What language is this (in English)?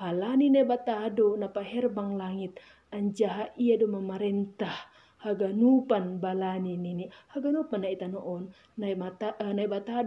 Batak Simalungun